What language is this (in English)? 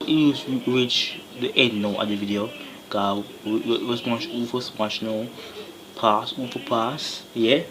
Jamaican Creole English